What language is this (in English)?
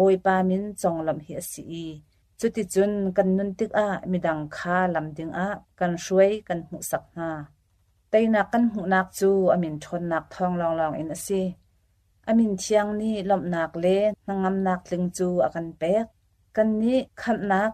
Hakha Chin